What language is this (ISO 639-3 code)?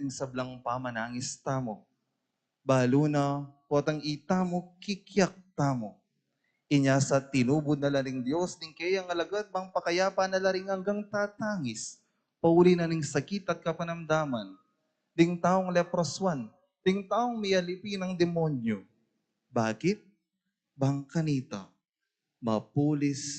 pam